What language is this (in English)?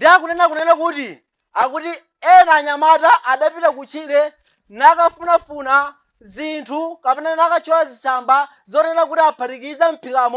Nyanja